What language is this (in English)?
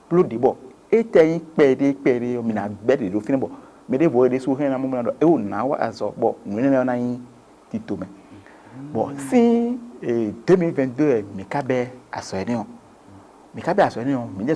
Fon